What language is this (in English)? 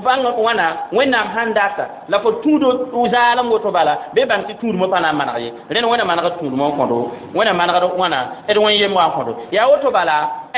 Mossi